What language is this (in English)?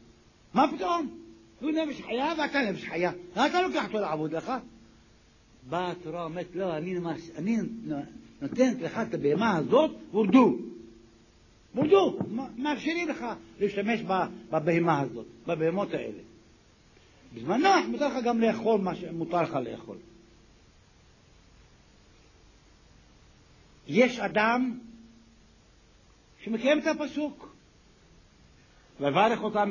Hebrew